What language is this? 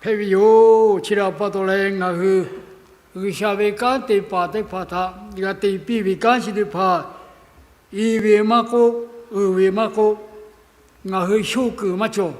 Lahu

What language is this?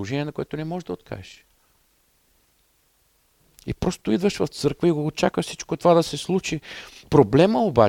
Bulgarian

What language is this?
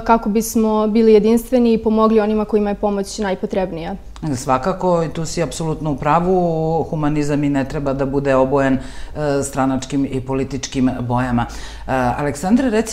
Serbian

